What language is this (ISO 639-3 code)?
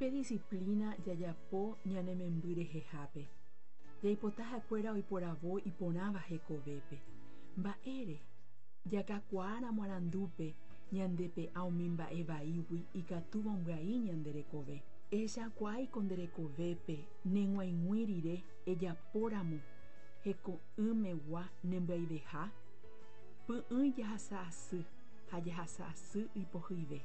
grn